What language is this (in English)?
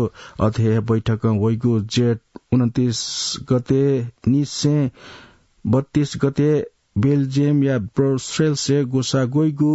Newari